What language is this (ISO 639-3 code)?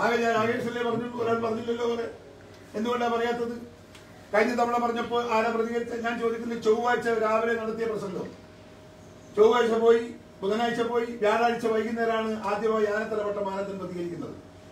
mal